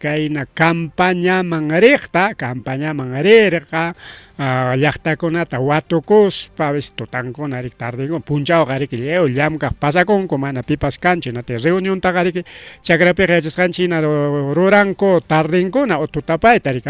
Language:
Ayacucho Quechua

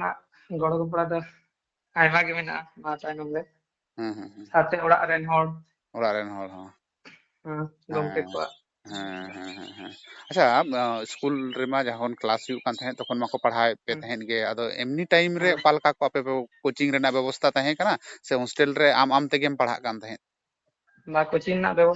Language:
Santali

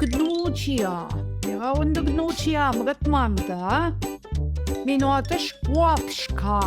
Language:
Central Ojibwa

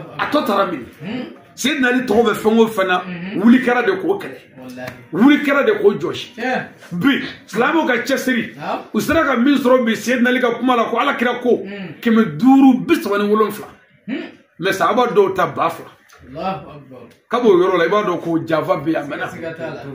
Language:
Bambara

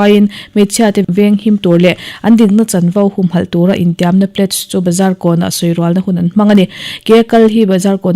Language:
Mizo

